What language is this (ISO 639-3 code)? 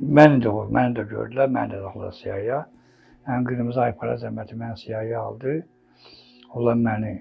aze